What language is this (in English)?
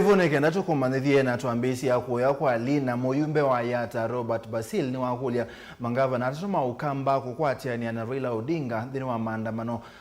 Kamba